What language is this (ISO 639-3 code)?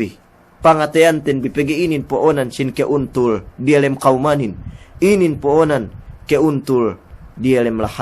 yka